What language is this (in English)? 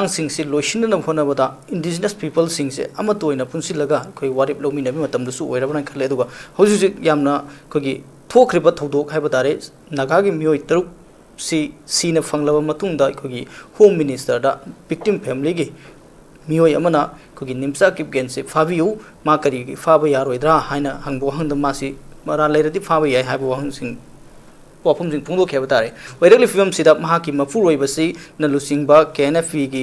Manipuri